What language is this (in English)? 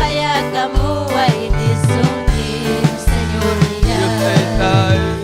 Ayacucho Quechua